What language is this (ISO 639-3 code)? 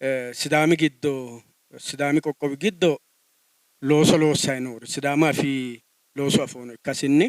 sid